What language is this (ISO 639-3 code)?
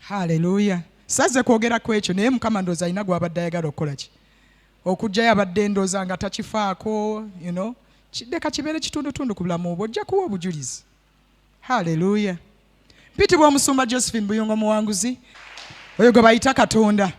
lug